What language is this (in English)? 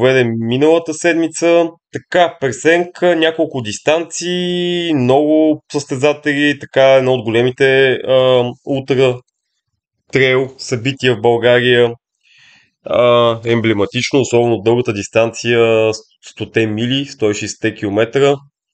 Bulgarian